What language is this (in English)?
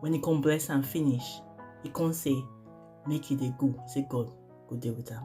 Nigerian Pidgin